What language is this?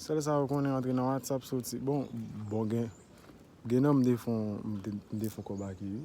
Haitian Creole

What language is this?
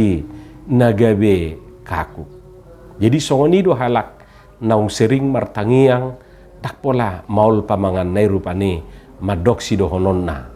Batak Toba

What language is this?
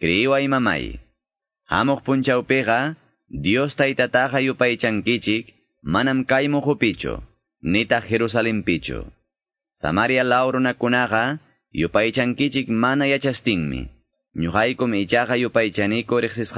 Quechua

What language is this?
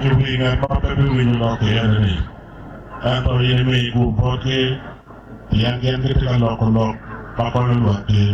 Acoli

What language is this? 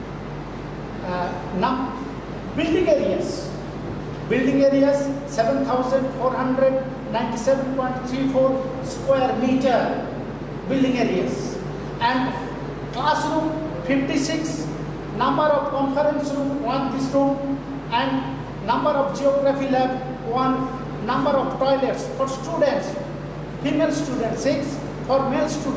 English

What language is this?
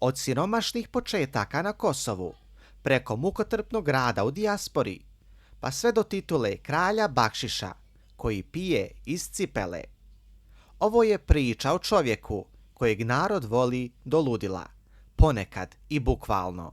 Bosnian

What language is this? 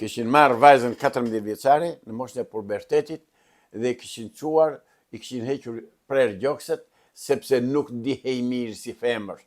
Albanian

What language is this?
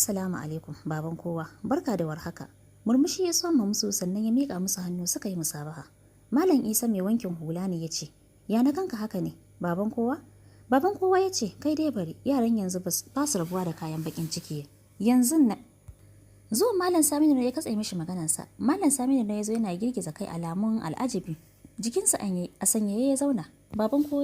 Hausa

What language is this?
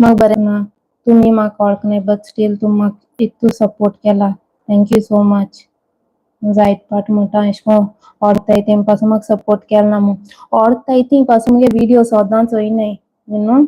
Konkani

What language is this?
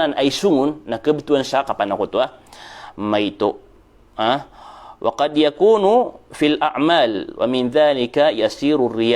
Maranao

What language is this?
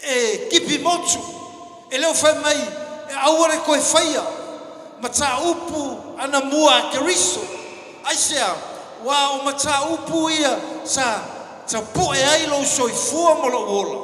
Samoan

